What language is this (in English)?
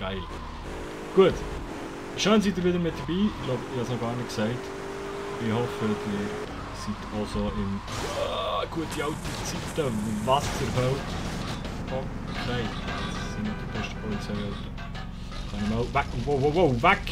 Swiss German